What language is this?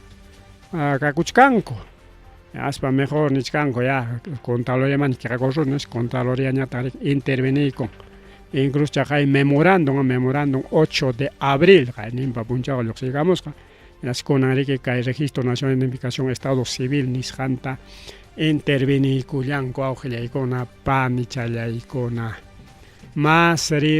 Ayacucho Quechua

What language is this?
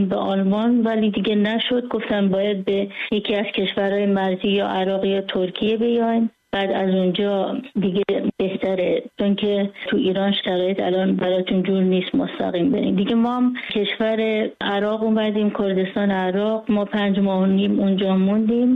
Persian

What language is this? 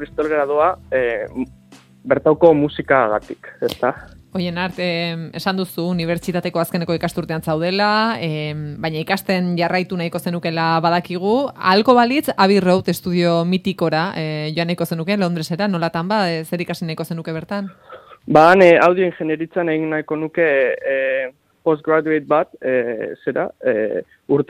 Basque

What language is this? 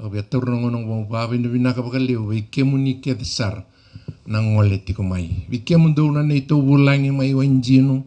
Fijian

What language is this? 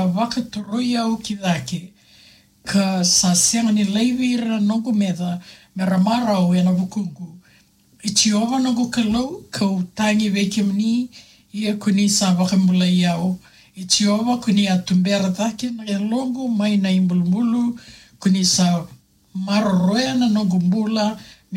Fijian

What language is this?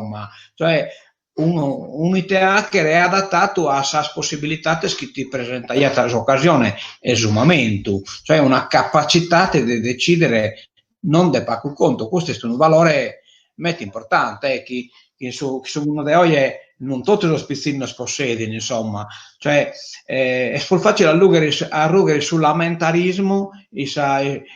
Sardinian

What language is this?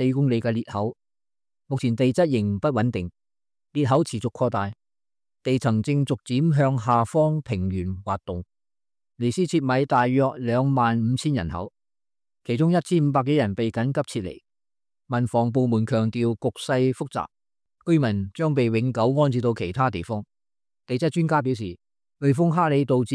Cantonese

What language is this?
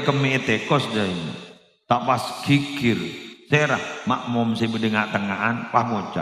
Madurese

